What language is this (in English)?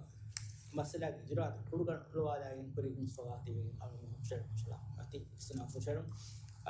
Divehi